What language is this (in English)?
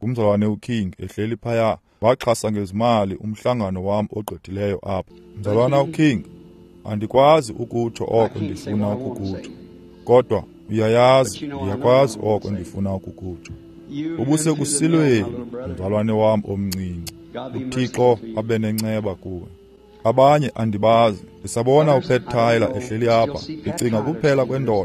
Xhosa